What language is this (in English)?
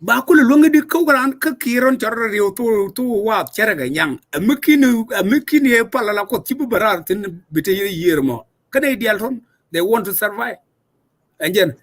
Nuer